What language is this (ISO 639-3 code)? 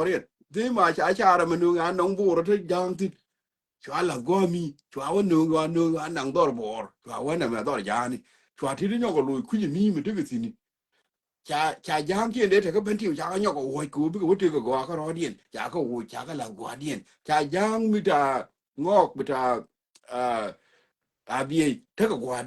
nus